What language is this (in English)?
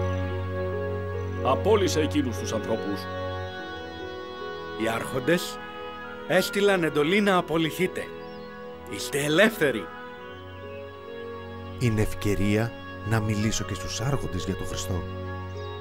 Greek